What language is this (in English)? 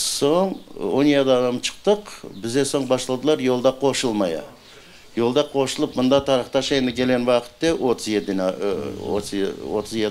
Crimean Tatar